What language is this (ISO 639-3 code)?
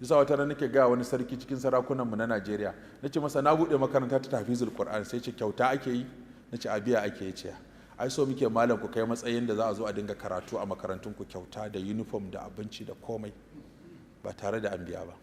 hau